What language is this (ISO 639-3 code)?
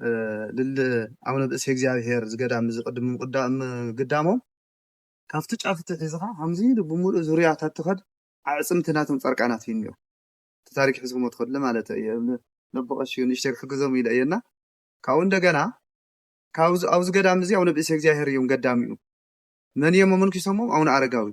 tir